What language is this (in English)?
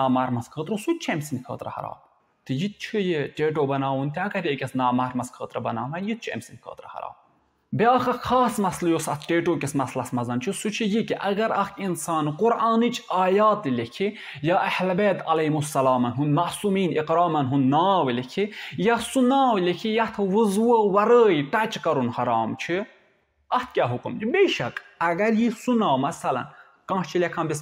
Kashmiri